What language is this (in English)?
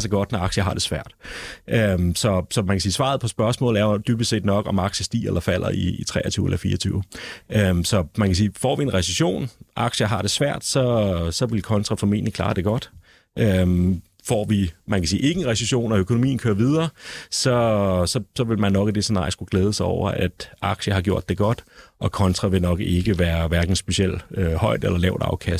Danish